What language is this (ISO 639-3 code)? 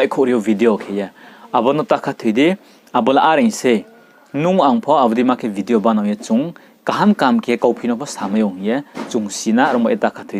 ria